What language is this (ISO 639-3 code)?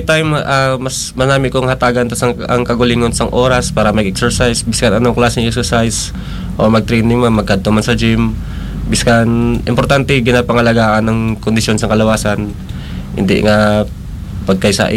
hil